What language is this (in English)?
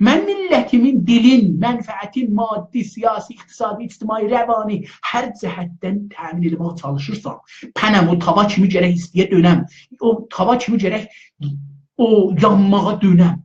South Azerbaijani